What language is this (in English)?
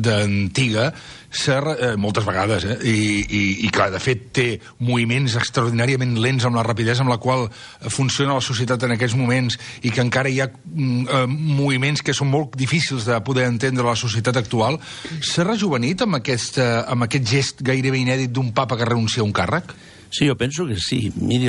Catalan